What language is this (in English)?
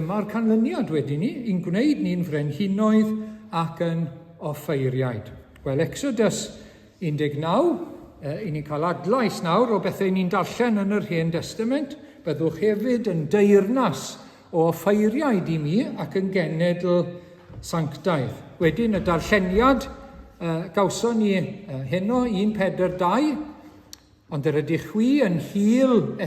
Welsh